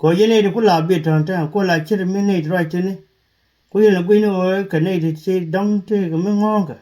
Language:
Nuer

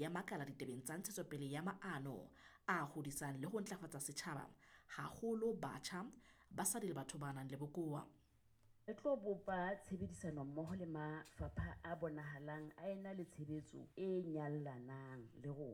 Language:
Southern Sotho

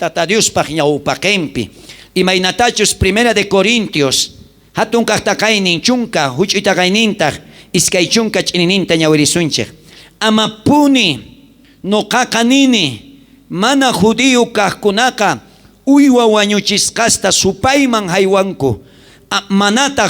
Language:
South Bolivian Quechua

